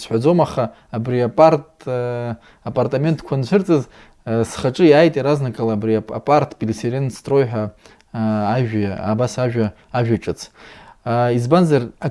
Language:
Abkhazian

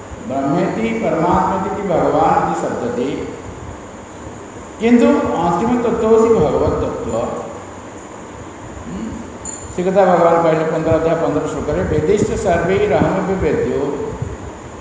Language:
Odia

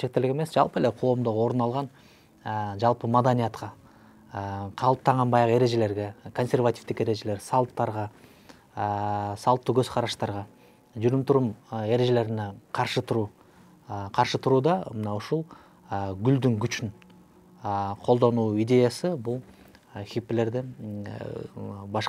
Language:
Kyrgyz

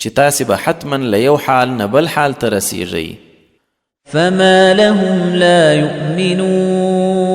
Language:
Pashto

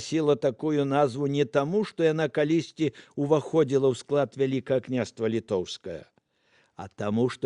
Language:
Belarusian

